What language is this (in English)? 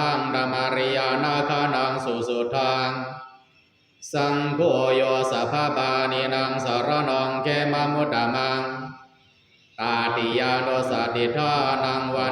Pali